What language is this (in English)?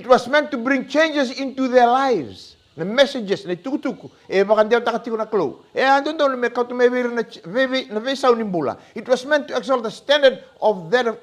Fijian